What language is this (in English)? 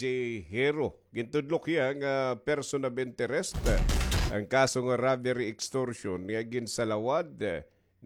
Waray